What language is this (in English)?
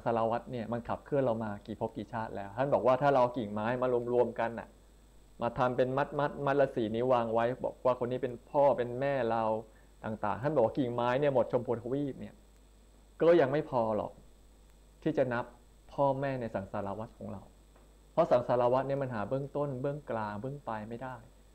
Thai